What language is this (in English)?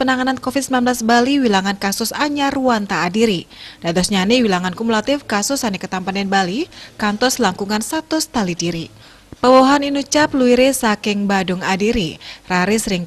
Balinese